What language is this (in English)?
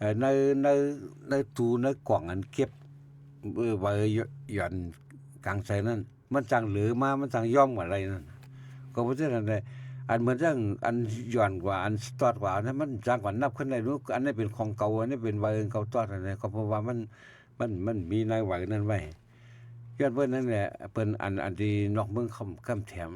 Shan